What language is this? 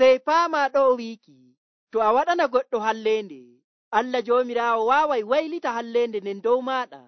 Nigerian Fulfulde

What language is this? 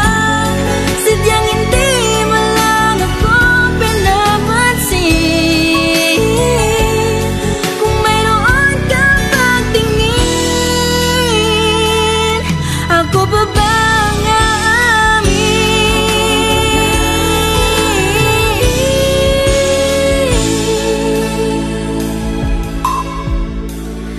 Filipino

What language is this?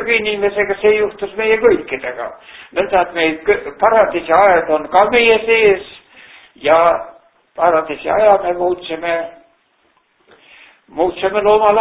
Estonian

